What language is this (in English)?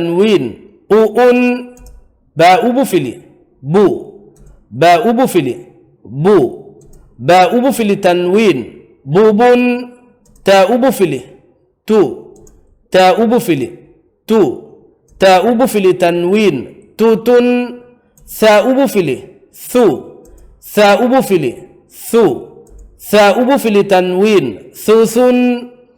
Divehi